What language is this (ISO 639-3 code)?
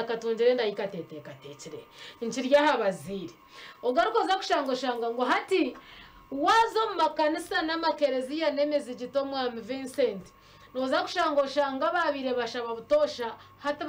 nyn